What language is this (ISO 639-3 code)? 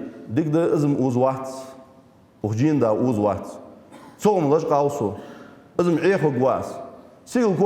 inh